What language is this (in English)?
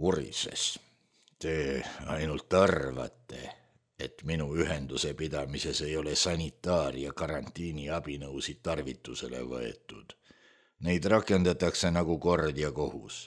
Estonian